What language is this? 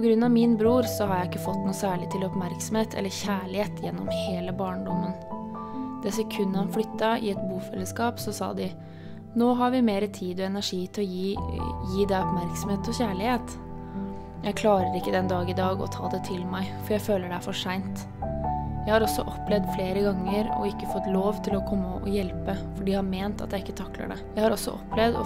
Norwegian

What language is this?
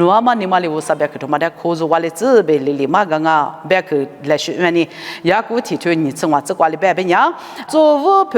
Lisu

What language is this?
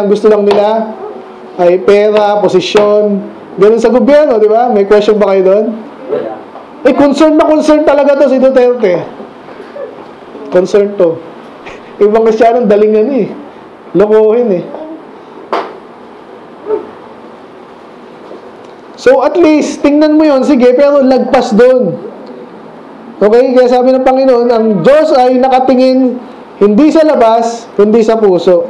Filipino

